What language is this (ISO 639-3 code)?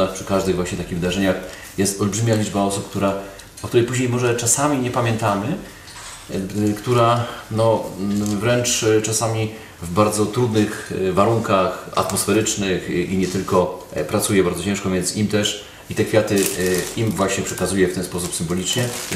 pol